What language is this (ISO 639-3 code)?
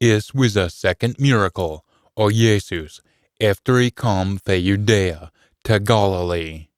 sco